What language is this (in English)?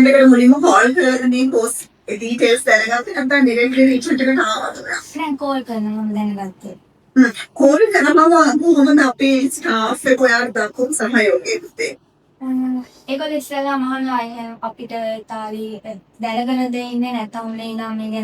Sinhala